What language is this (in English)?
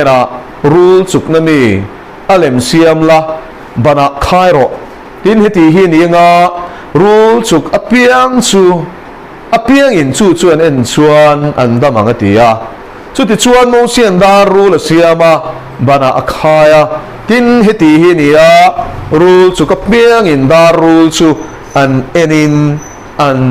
Mizo